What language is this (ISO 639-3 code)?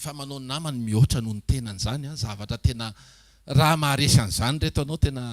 mlg